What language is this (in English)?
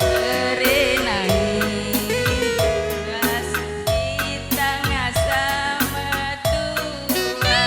Batak Karo